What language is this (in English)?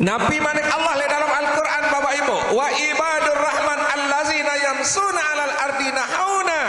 Sasak